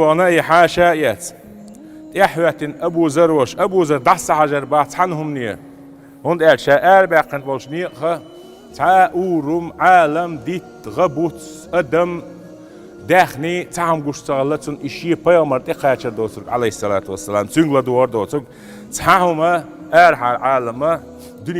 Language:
Chechen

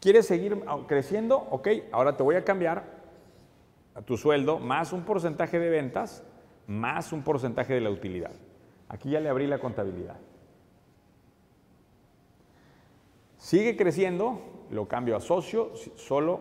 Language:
Spanish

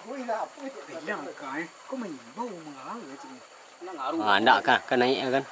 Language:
Minangkabau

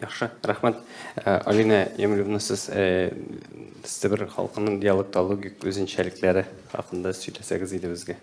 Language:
Tatar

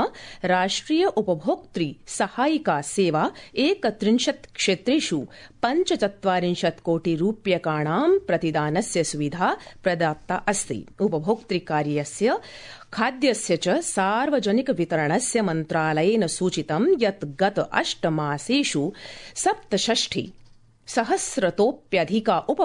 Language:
Sanskrit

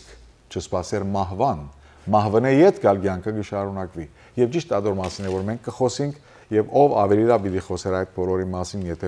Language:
Western Armenian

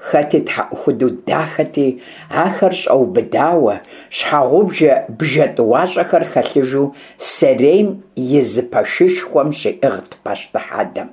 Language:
Kabardian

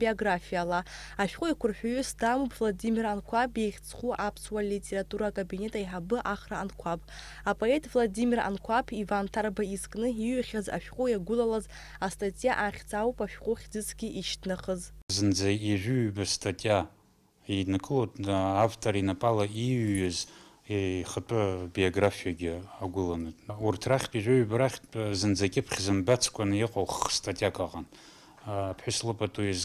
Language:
Abkhazian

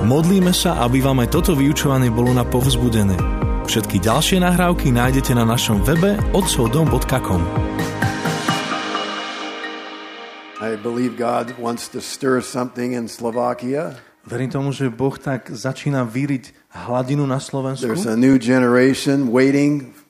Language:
Slovak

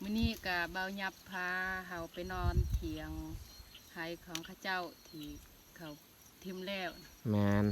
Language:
Lao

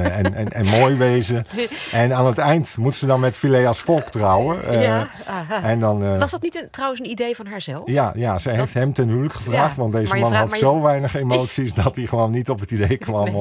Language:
Dutch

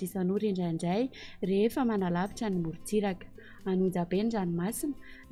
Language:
Malagasy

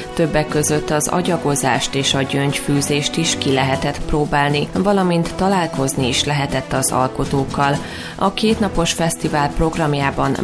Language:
Hungarian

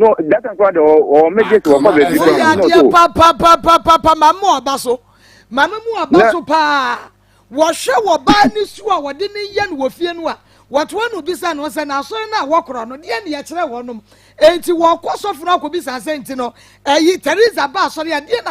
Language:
Akan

